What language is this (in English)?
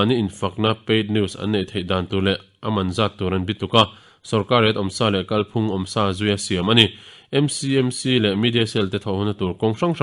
Mizo